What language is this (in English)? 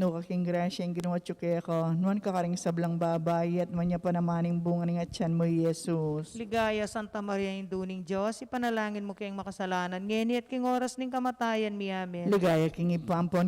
Pampanga